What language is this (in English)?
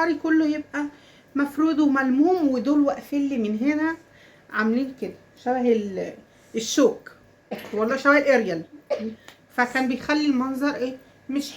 Egyptian Arabic